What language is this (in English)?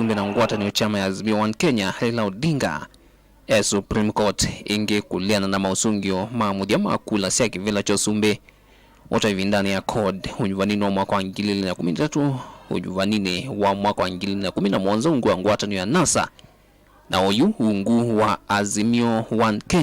Kamba